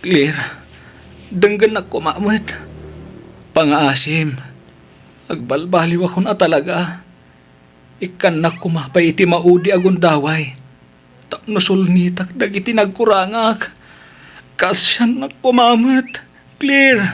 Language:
Iloko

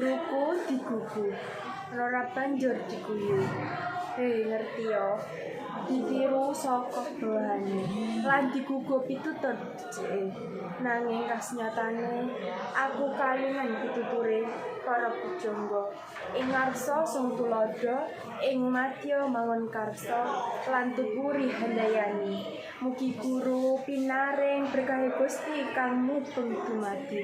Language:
Javanese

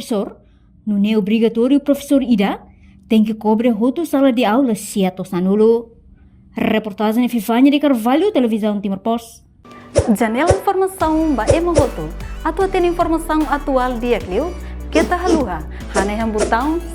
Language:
Tetum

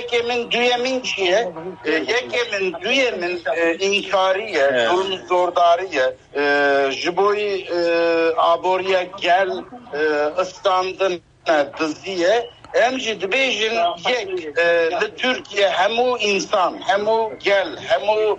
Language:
Kurdish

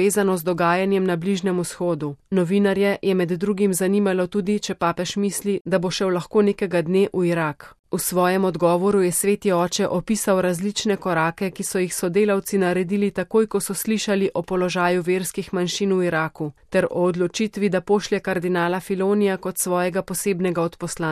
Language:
Slovenian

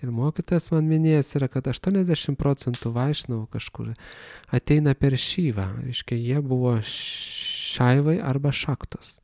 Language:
Lithuanian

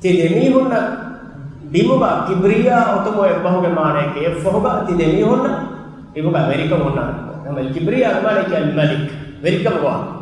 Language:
Divehi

